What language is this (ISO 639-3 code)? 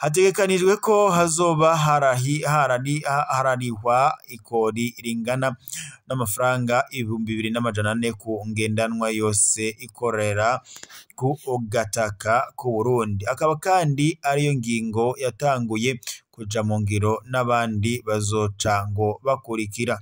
run